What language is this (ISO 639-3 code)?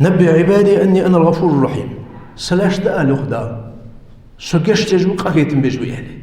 inh